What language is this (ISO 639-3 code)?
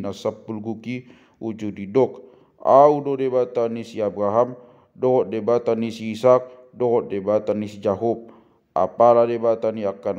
bbc